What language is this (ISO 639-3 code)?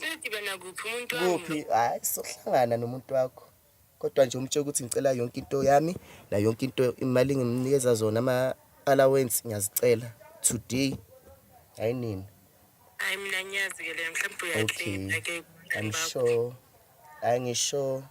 zul